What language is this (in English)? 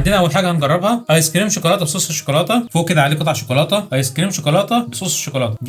Egyptian Arabic